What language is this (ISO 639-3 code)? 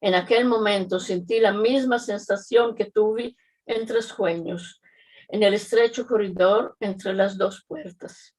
lad